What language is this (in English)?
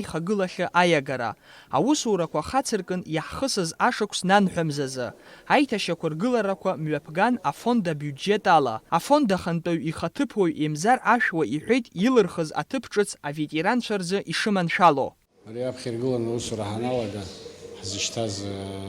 Abkhazian